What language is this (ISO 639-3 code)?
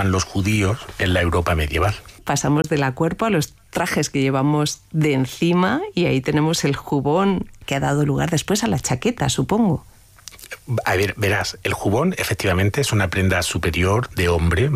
spa